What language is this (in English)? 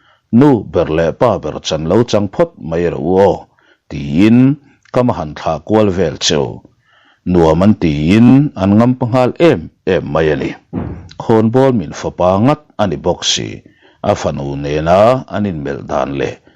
Mizo